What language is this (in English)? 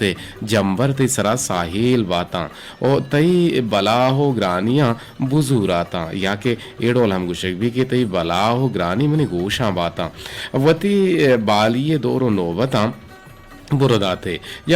Eastern Balochi